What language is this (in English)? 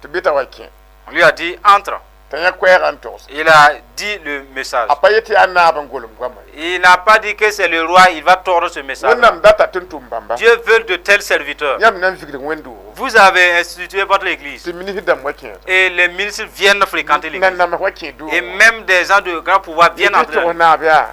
Mossi